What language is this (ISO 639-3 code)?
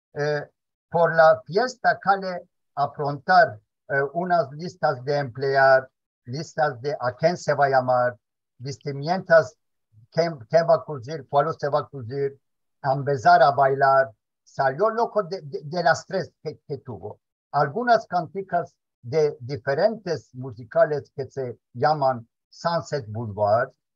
lad